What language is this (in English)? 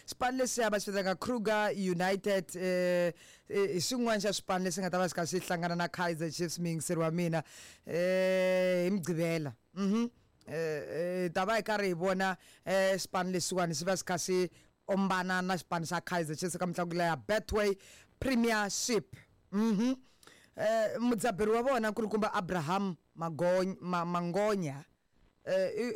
Tsonga